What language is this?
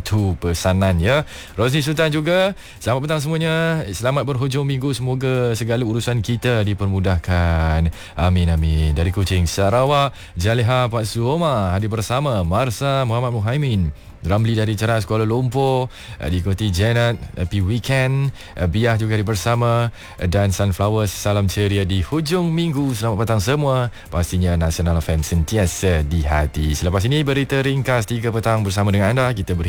Malay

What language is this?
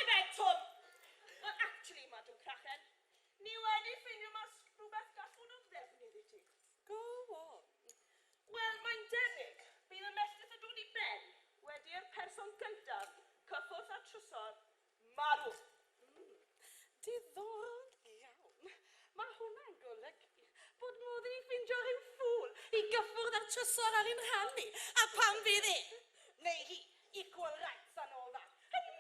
Welsh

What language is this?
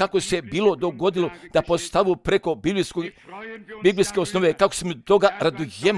Croatian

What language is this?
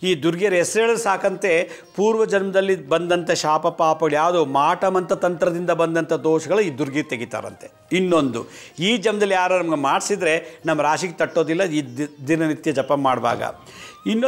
Kannada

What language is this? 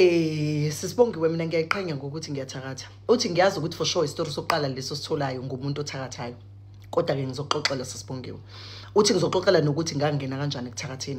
Zulu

